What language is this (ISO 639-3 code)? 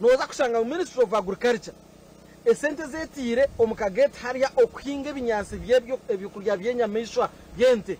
nyn